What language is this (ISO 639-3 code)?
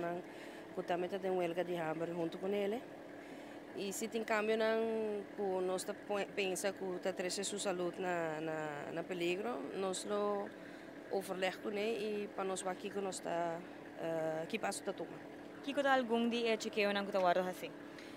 pap